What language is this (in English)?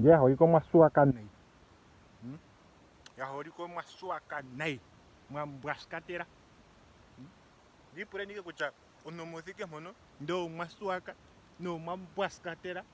Ndonga